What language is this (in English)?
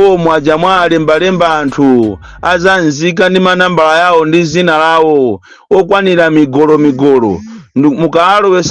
Nyanja